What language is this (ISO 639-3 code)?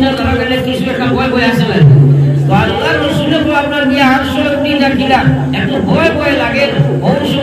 syl